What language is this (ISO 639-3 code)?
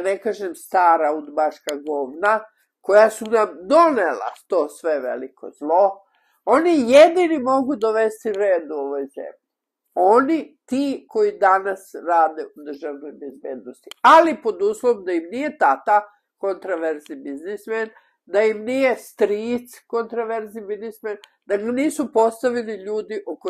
srp